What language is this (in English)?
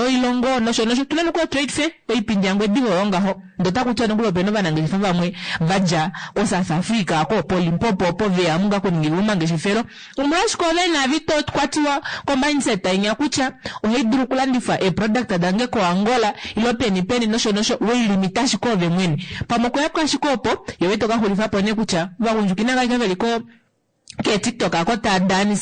Kuanyama